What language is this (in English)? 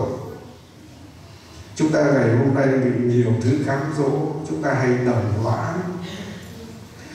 Vietnamese